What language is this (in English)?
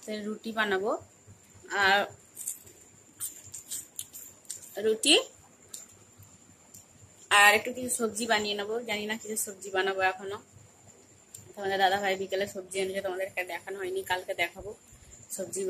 Bangla